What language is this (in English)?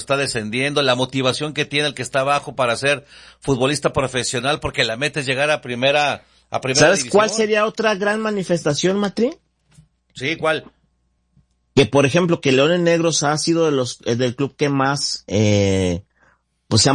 Spanish